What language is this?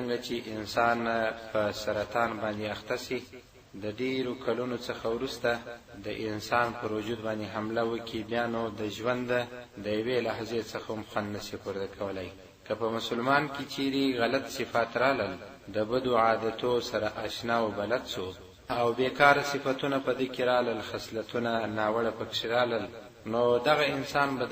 Pashto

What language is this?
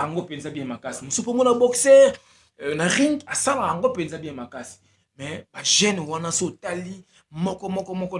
Lingala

